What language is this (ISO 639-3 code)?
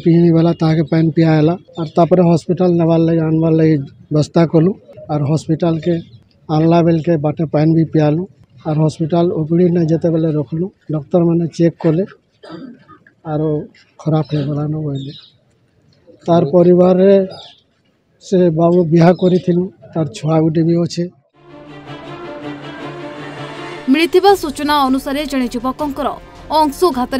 ori